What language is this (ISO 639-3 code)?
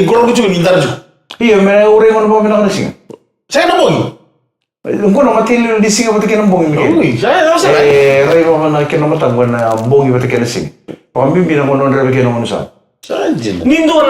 fij